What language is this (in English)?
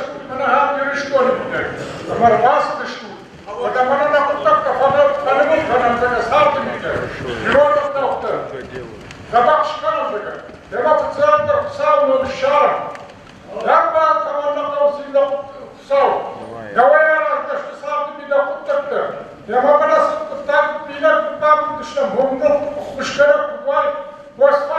Ossetic